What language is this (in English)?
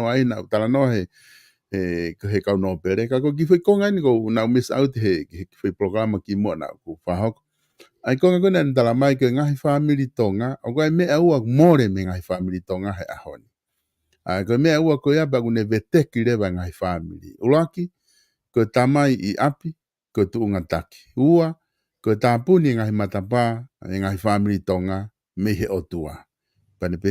Tongan